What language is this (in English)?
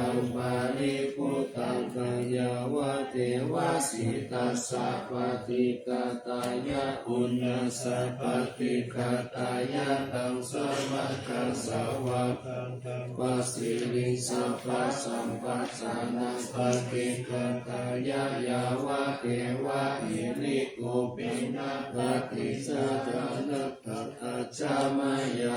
Pali